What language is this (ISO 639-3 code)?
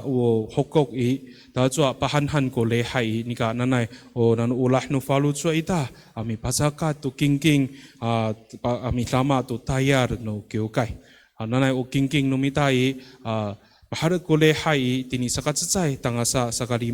ami